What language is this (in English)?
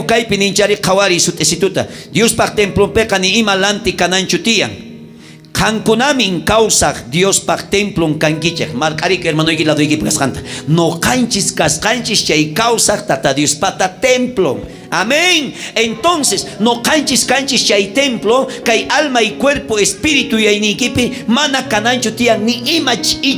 South Bolivian Quechua